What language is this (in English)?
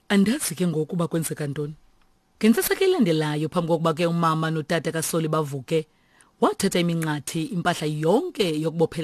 Xhosa